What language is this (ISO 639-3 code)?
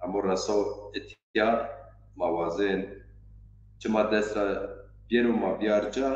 zza